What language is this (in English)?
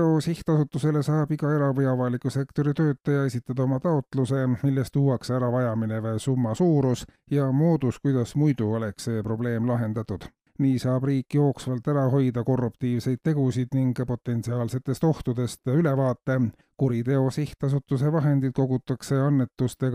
Estonian